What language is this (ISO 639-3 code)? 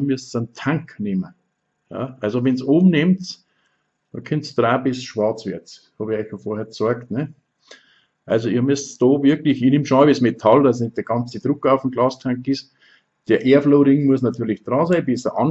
bar